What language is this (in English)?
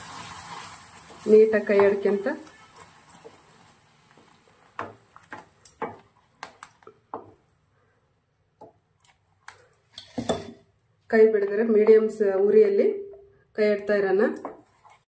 Kannada